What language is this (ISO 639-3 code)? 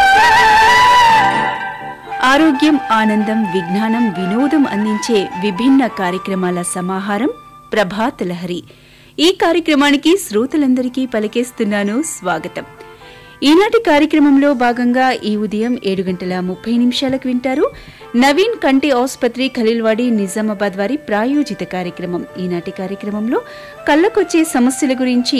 tel